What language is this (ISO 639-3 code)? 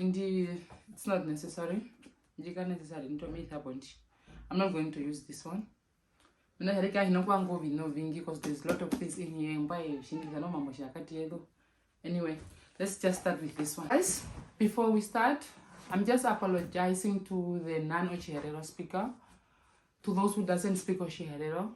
her